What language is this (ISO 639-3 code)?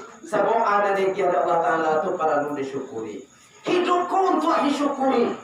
min